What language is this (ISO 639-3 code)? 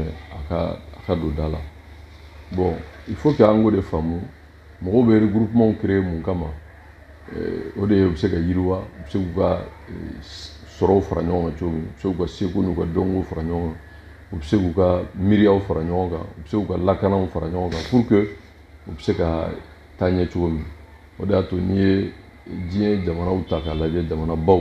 bam